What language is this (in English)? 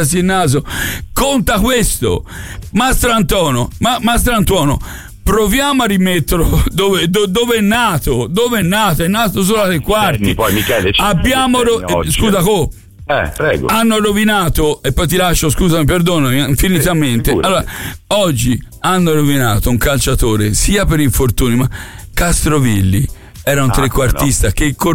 Italian